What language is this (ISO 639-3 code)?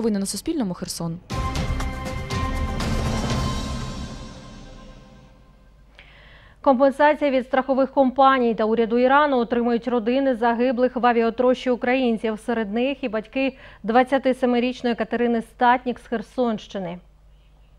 ukr